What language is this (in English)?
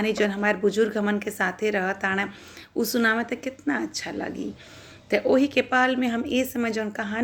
Bhojpuri